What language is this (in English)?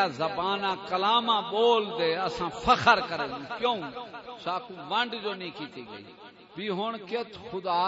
Saraiki